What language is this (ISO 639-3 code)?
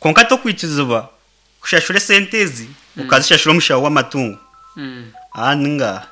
nyn